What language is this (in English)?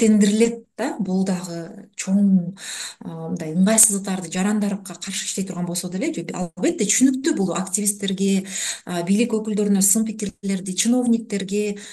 Kyrgyz